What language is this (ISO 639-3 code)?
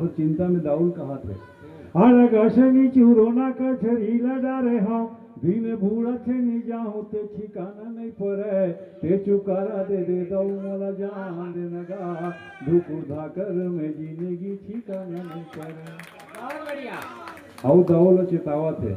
hne